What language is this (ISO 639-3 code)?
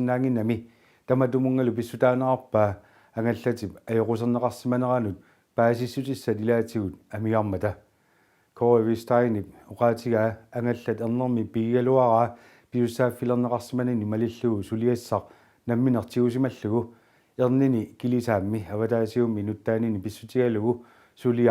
kal